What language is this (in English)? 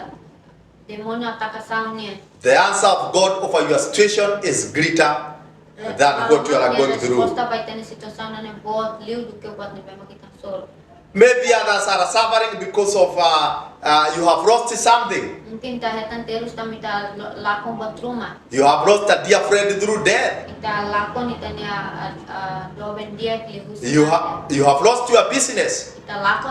Tetum